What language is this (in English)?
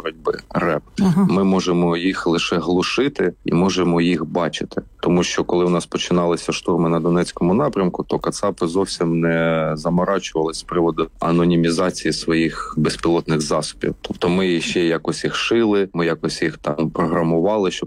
Ukrainian